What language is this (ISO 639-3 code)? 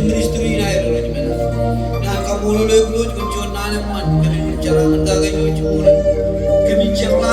mah